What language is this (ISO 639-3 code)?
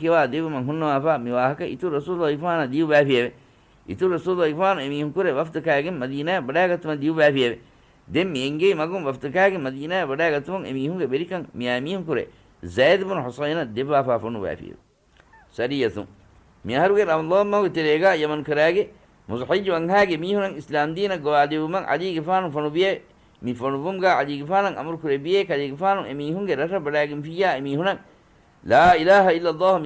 div